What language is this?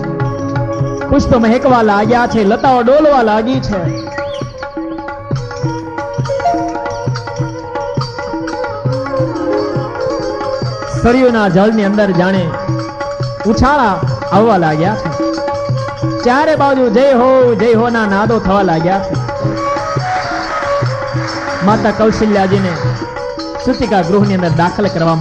Gujarati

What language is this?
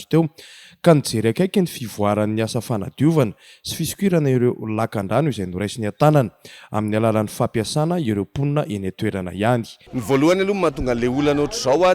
Malagasy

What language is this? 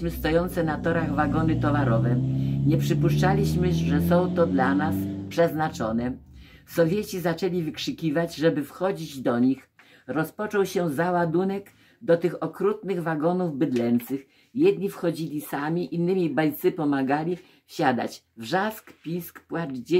Polish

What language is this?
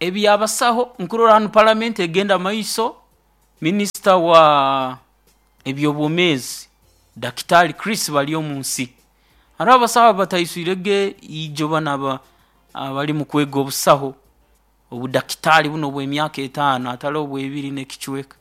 Nyoro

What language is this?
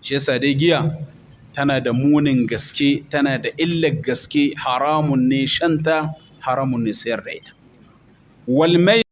Hausa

